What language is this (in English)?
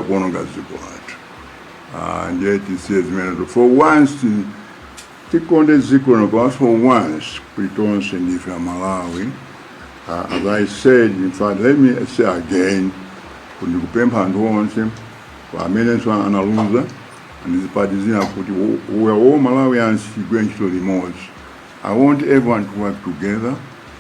Nyanja